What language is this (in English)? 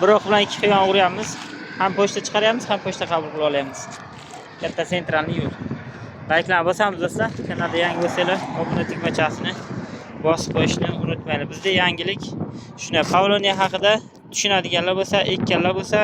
Uzbek